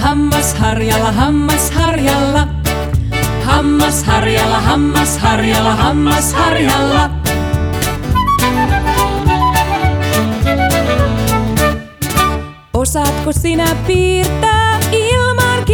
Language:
Finnish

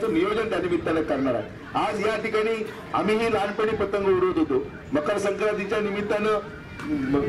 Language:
Marathi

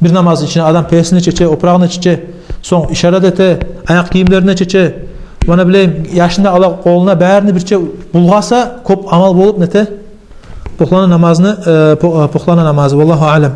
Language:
Kumyk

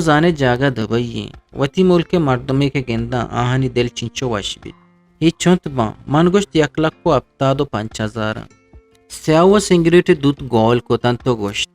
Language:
Eastern Balochi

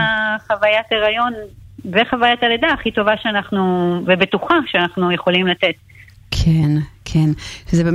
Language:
Hebrew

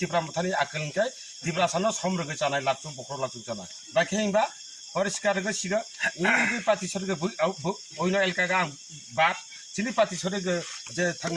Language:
Kok Borok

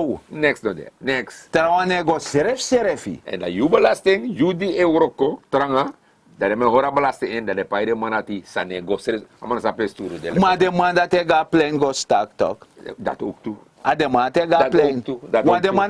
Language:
Sranan Tongo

